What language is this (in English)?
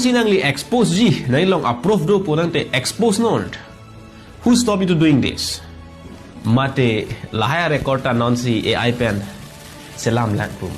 Karbi